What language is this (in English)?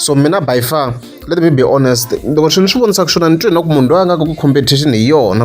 Tsonga